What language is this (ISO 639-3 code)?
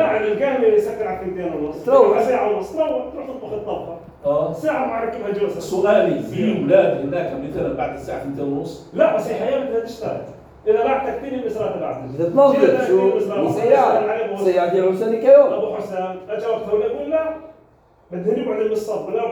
apc